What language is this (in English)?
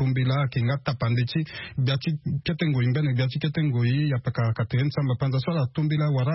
Sango